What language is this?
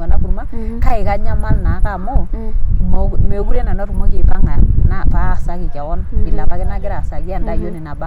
Masai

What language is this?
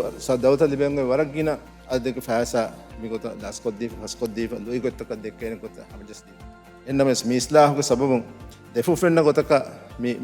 Divehi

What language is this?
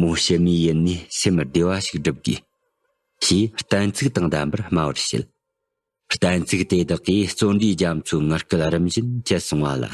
Tibetan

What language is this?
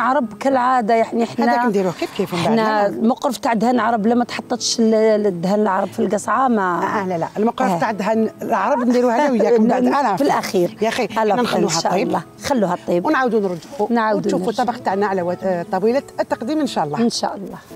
Algerian Arabic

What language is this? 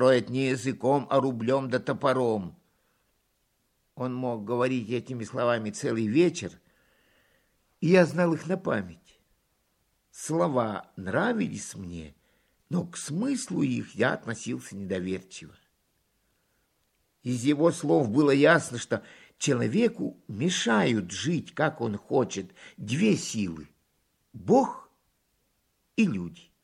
Russian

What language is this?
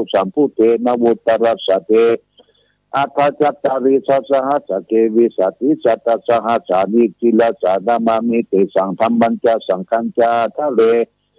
Pali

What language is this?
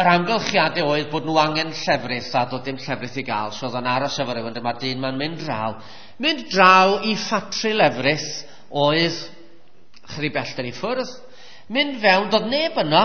Welsh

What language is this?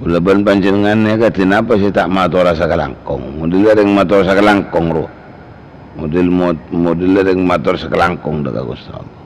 Madurese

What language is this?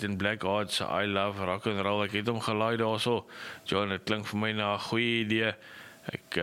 Afrikaans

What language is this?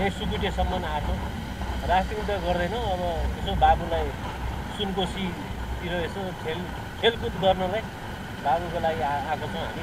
Nepali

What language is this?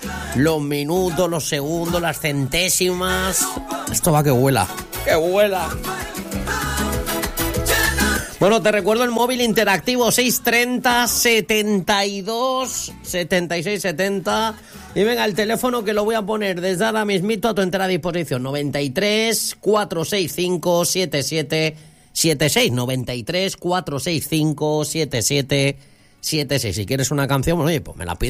Spanish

